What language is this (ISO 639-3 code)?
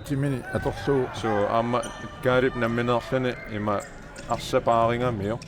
kal